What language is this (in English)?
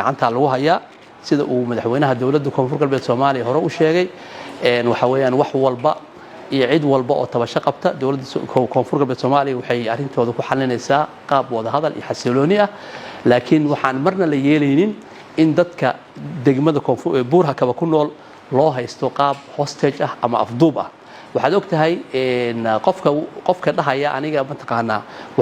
Somali